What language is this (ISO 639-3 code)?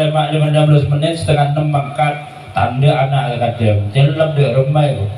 mad